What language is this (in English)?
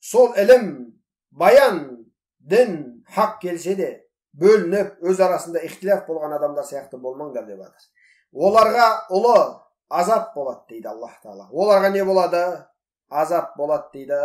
Kazakh